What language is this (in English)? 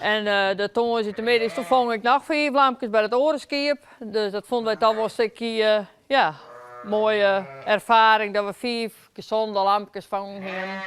Western Frisian